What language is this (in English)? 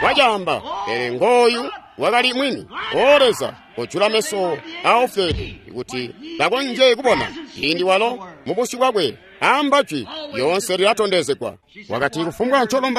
Tonga (Zambia)